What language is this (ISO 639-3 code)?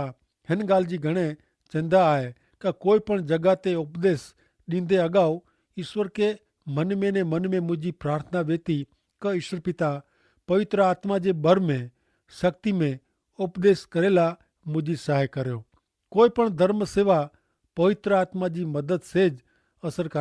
kfr